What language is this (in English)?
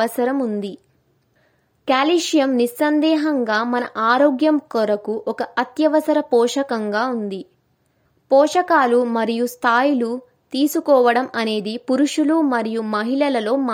Telugu